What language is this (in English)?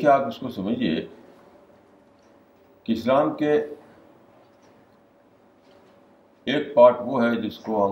Urdu